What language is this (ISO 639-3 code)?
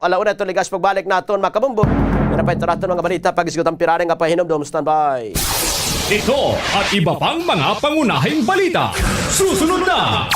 war